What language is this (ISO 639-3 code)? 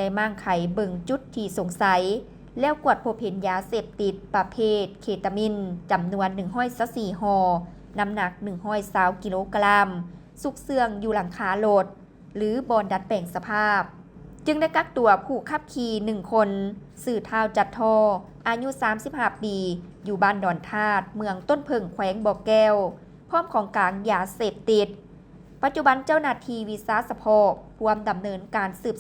lao